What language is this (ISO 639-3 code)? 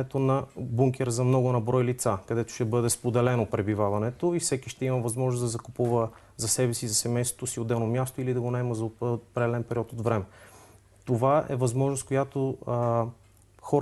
bul